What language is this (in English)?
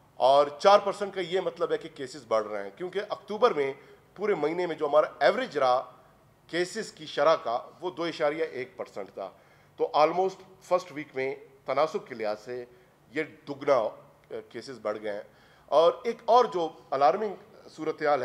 Urdu